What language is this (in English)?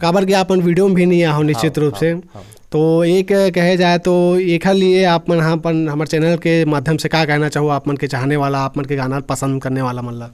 Chhattisgarhi